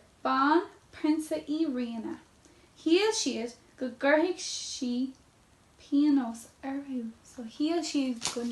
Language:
Irish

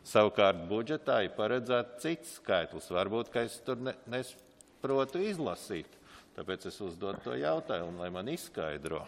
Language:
Latvian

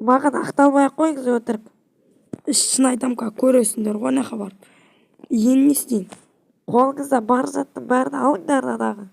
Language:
Kazakh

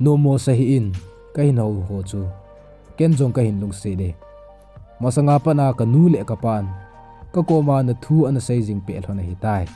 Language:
Thado Chin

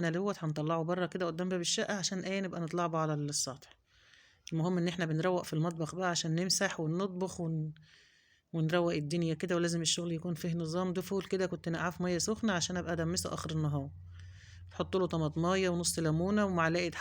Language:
Egyptian Arabic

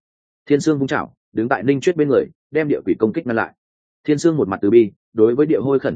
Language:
Vietnamese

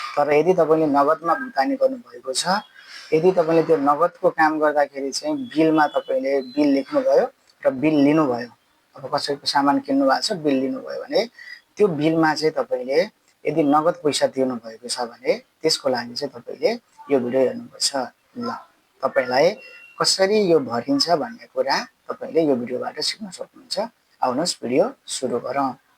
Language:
Nepali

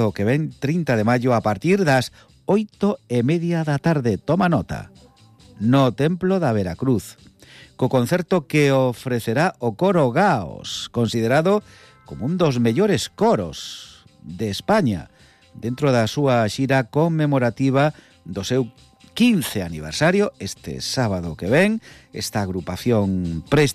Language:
Galician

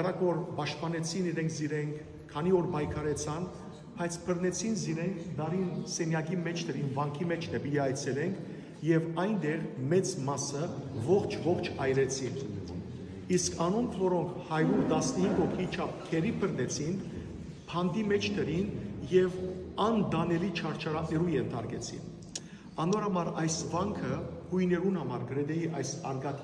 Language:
Western Armenian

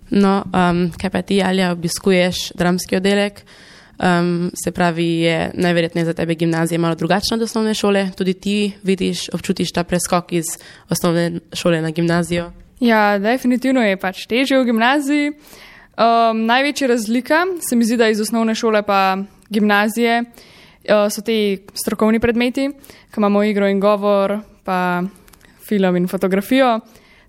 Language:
Slovenian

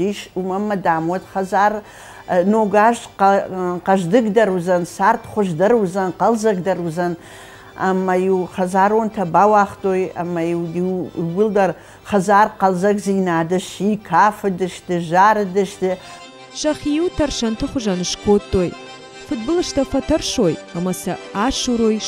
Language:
Ossetic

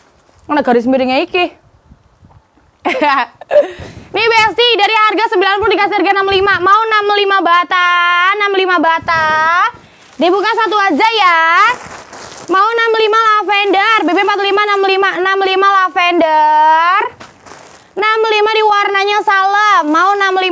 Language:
Indonesian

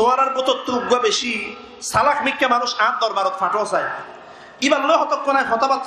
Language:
Rohingya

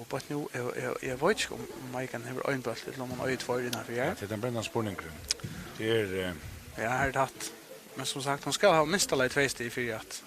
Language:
Faroese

